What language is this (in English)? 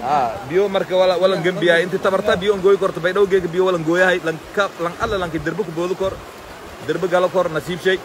Somali